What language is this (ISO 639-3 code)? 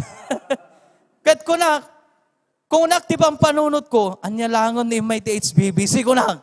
ilo